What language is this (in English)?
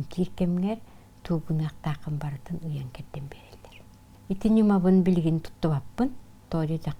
Yakut